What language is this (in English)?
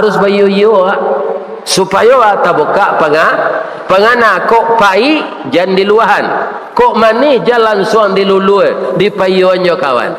Minangkabau